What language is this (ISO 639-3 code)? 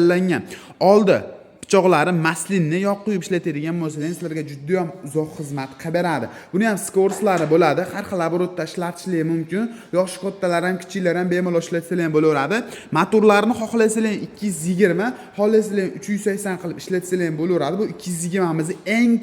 uzb